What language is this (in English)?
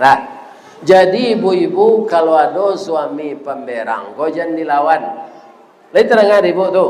Minangkabau